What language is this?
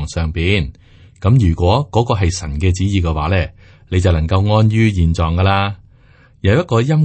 Cantonese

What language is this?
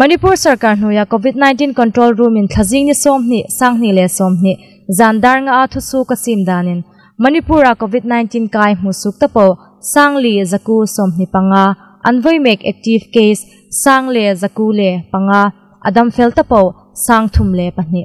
Hmar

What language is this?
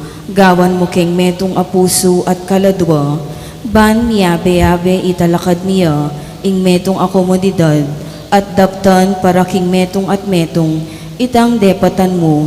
Pampanga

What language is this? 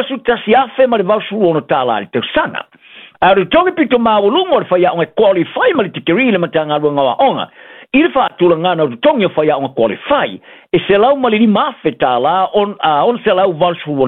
Samoan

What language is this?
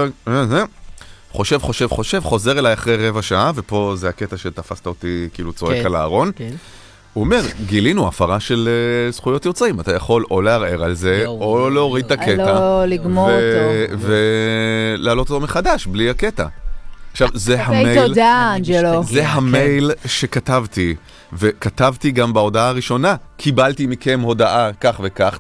Hebrew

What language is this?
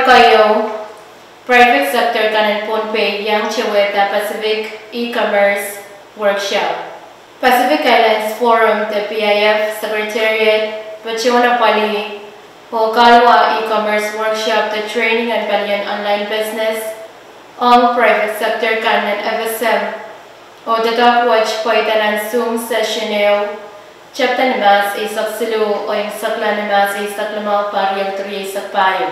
Pohnpeian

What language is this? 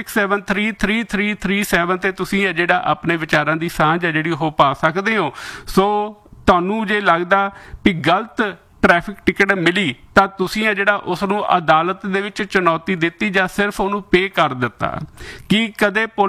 Punjabi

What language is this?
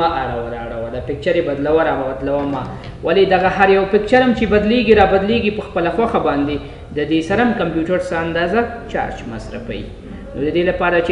Pashto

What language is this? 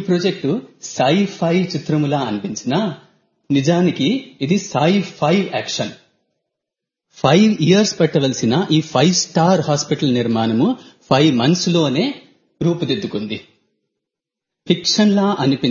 Telugu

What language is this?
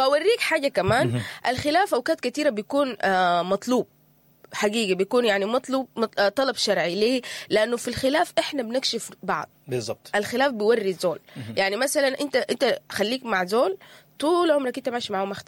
Sudanese Arabic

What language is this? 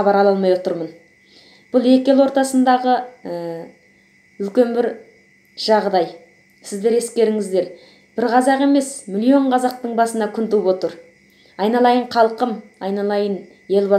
Kazakh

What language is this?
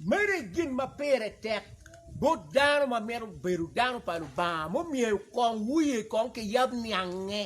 Acoli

